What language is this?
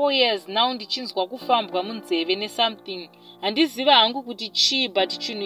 Shona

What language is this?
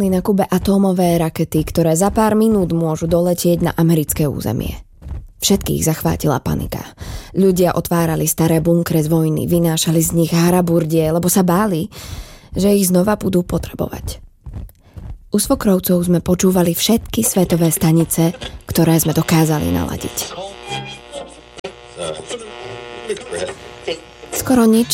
Slovak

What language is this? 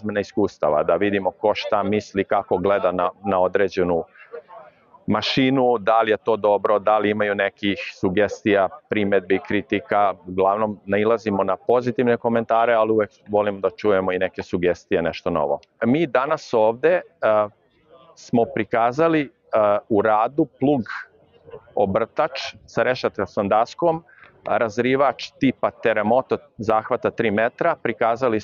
Serbian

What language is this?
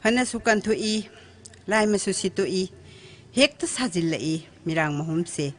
Manipuri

